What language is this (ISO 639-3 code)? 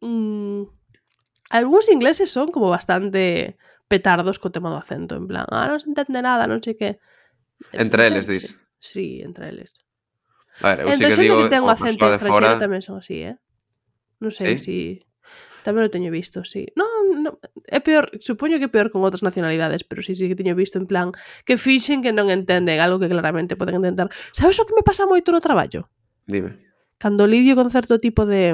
glg